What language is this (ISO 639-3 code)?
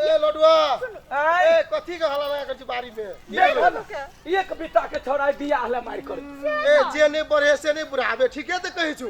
mai